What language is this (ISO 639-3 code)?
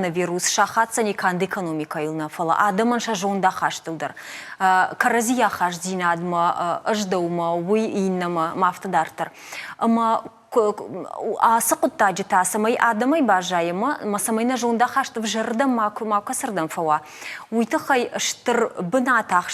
oss